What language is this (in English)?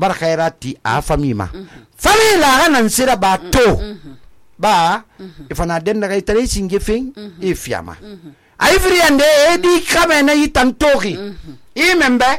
Susu